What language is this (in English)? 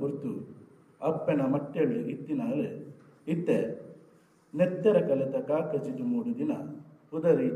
Tulu